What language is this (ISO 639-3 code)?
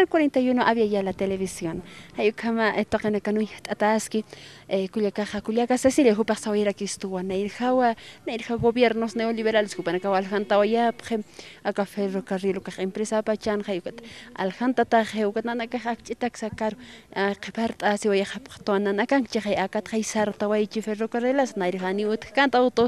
aym